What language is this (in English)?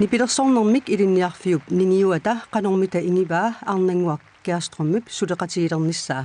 Kalaallisut